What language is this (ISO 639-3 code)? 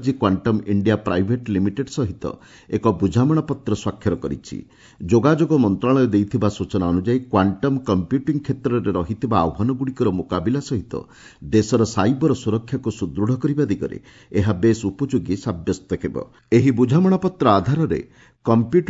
ori